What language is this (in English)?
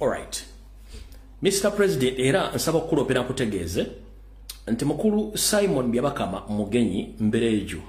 Ganda